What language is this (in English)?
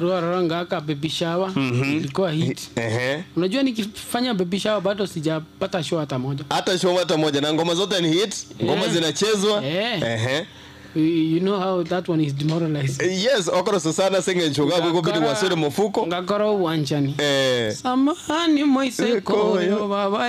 Gusii